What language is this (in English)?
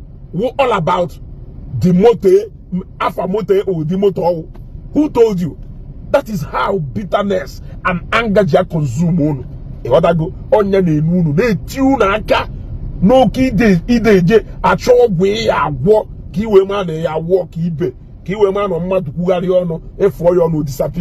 Igbo